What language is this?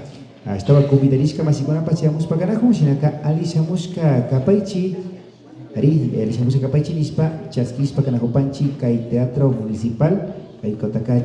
Imbabura Highland Quichua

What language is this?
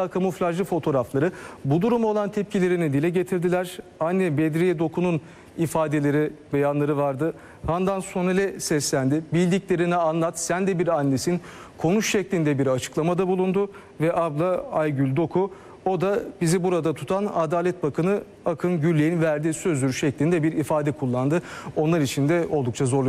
Turkish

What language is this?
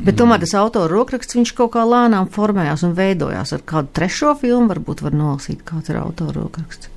Latvian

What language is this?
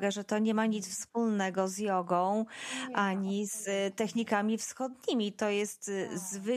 Polish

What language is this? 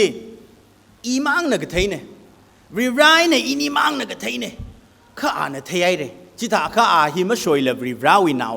Tangkhul Naga (India)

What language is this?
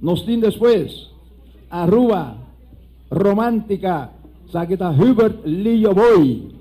Papiamento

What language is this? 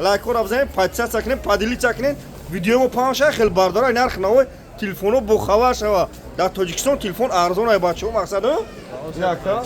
Tajik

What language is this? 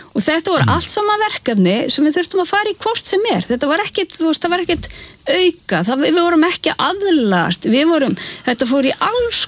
Icelandic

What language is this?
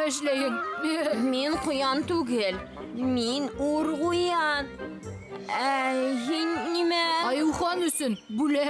Bashkir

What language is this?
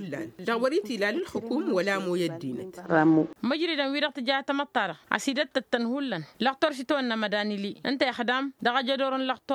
Tamasheq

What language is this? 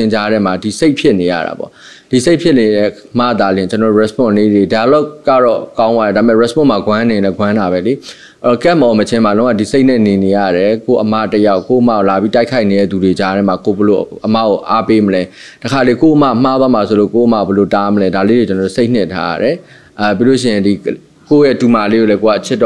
Burmese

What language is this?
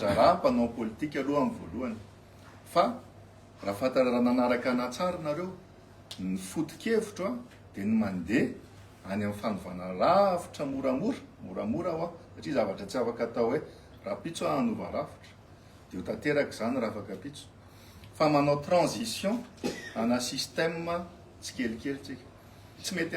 Malagasy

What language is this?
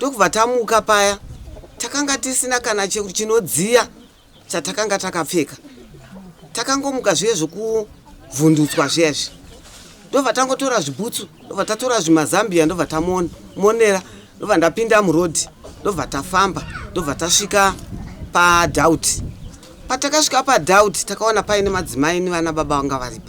Shona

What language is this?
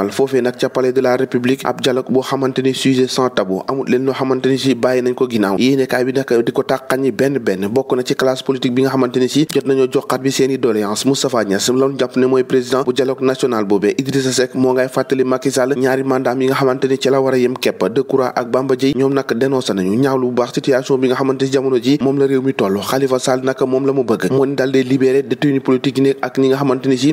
Wolof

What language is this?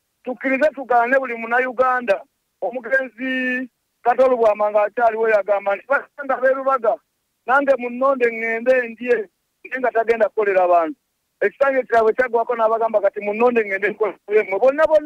Ganda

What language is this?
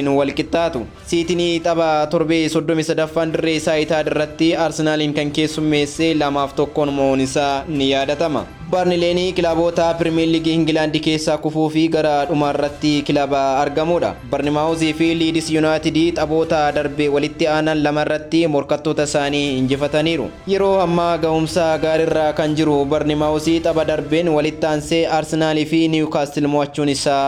Oromo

